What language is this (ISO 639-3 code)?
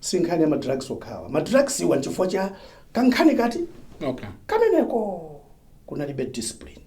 nya